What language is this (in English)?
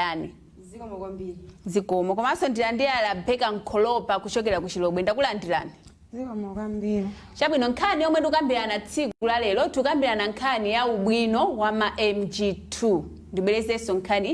Nyanja